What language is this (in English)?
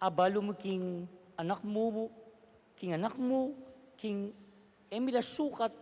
Pampanga